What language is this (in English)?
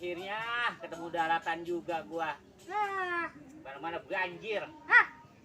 Betawi